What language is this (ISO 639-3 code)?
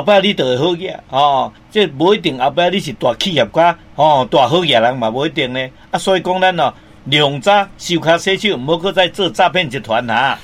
nan